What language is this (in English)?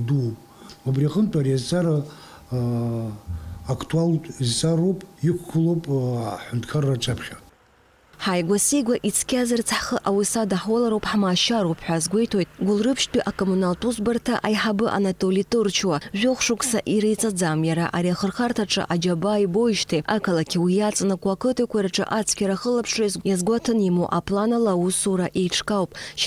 Abkhazian